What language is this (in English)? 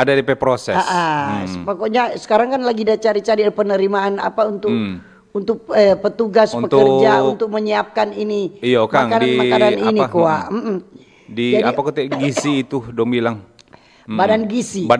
Manado Malay